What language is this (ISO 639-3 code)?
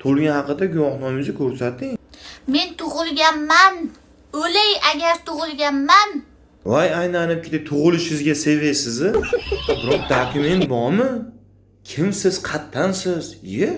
uzb